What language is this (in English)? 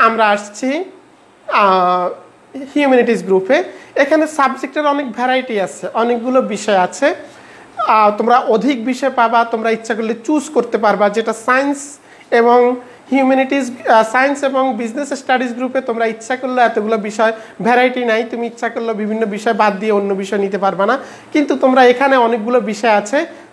Bangla